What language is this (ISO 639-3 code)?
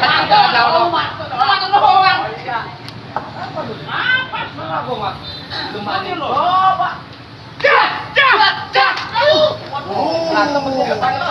bew